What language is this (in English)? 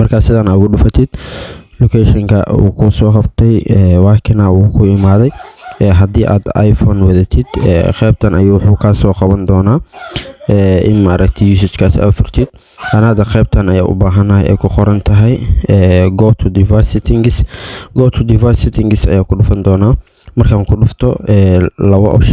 Somali